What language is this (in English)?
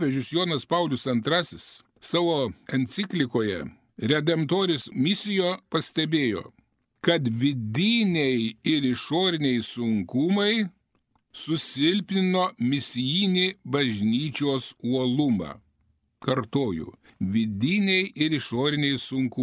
Lithuanian